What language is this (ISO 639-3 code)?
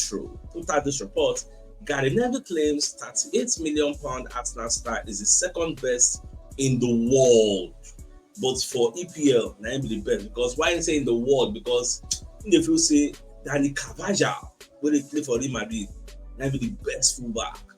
pcm